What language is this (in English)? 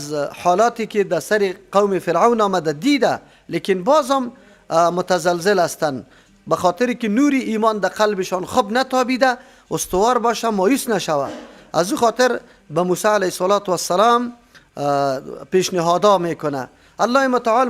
Persian